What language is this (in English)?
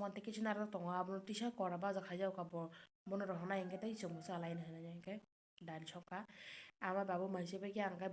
Kok Borok